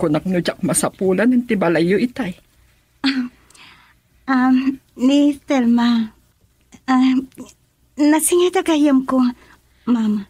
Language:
Iloko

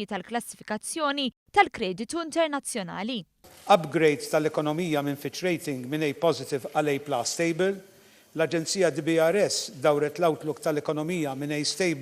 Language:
Maltese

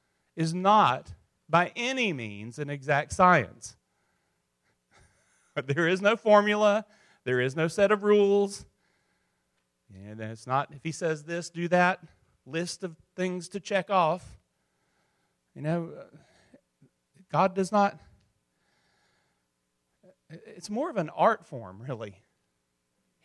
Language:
English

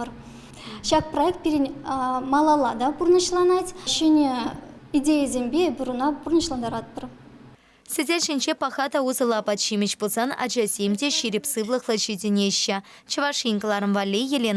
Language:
Chuvash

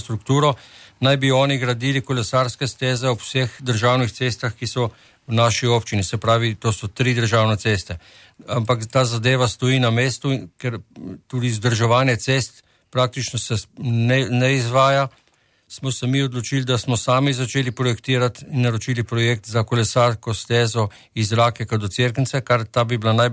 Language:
Slovenian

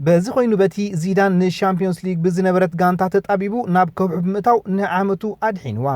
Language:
Tigrinya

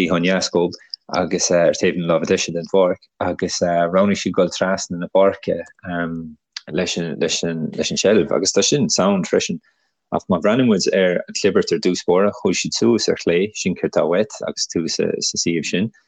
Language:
Irish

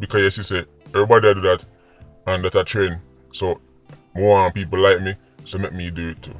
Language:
Jamaican Creole English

